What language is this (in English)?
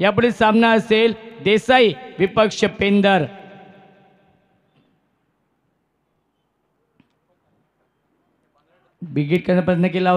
Marathi